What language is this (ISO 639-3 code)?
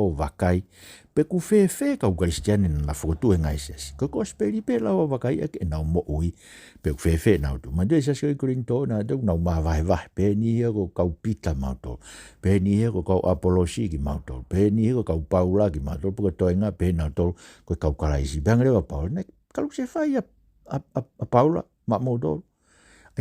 ton